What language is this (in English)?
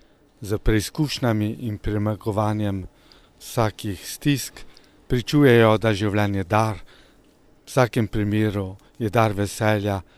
Slovenian